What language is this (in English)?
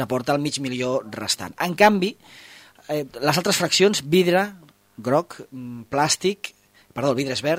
Catalan